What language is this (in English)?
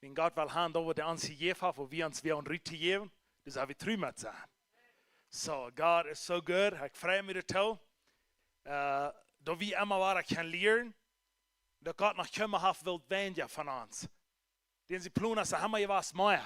Plautdietsch